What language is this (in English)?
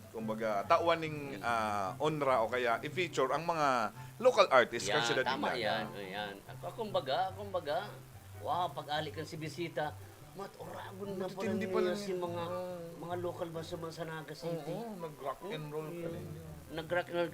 Bikol